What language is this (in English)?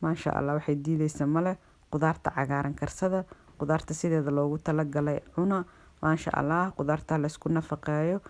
Somali